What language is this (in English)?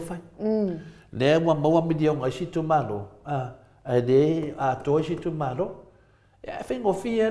Samoan